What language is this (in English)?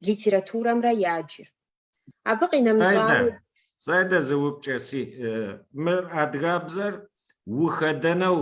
Kabardian